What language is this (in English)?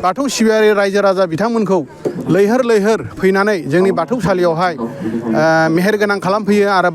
Bodo